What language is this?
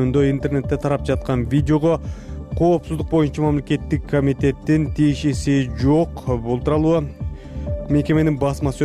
Kyrgyz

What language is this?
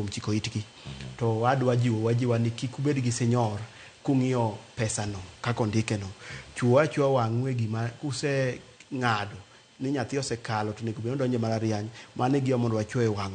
Luo (Kenya and Tanzania)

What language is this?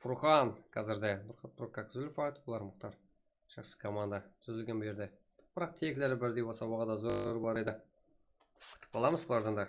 Kara-Kalpak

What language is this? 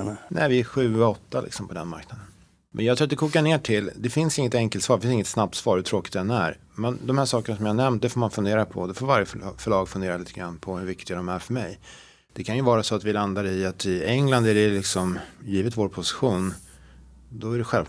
Swedish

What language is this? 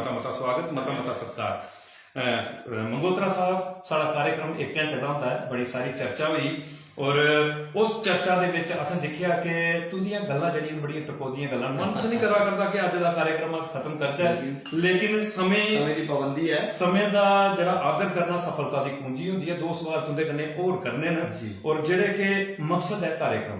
Dogri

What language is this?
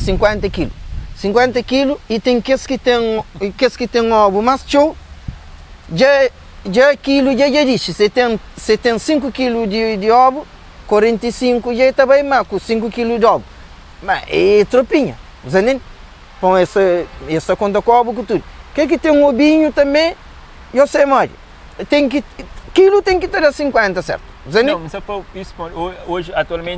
Kabuverdianu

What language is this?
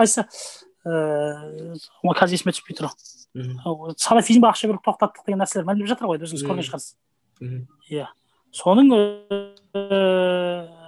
Kazakh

